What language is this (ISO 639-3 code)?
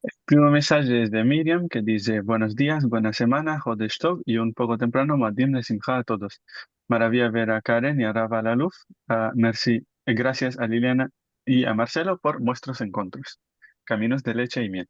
lad